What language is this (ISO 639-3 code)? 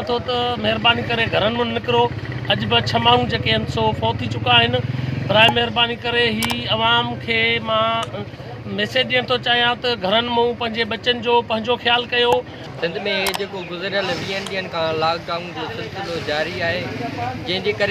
snd